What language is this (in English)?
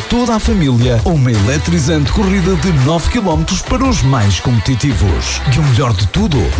Portuguese